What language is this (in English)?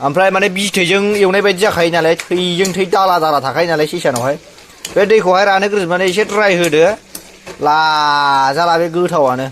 Bodo